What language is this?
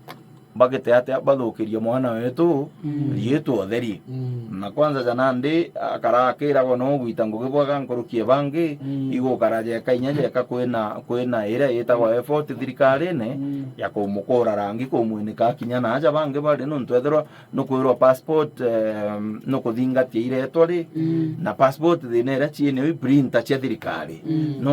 Meru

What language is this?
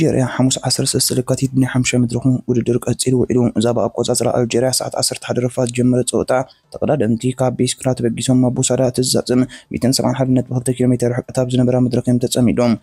Tigrinya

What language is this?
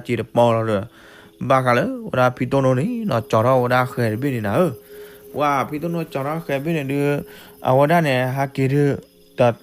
S'gaw Karen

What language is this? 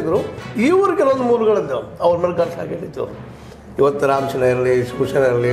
Kannada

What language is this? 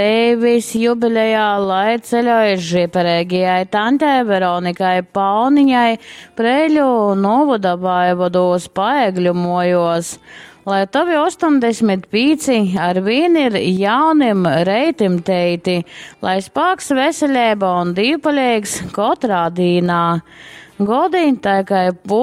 Latgalian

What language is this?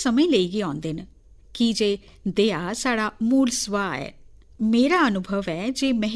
Dogri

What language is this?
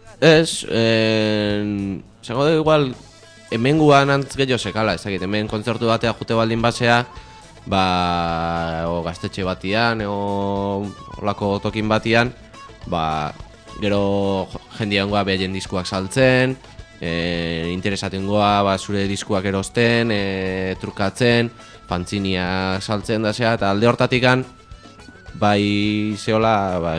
Basque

